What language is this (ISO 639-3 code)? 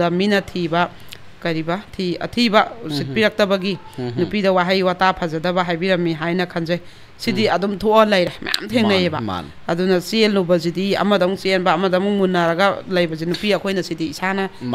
mni